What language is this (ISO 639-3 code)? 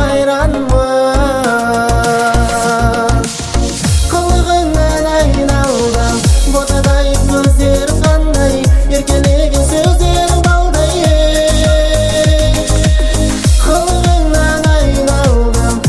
kaz